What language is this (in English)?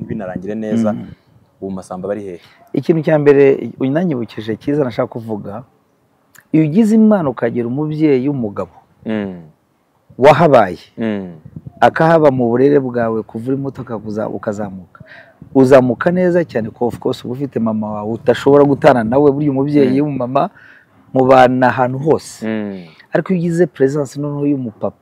Kinyarwanda